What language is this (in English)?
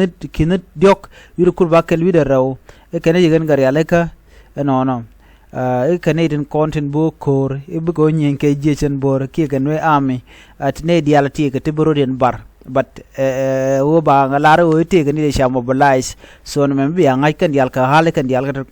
Nuer